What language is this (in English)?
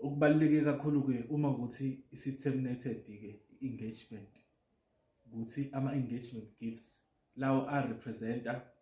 Zulu